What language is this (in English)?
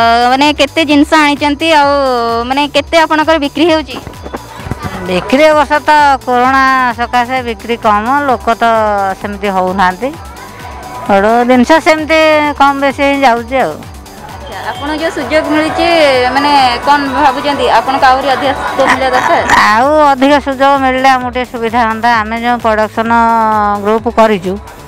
Odia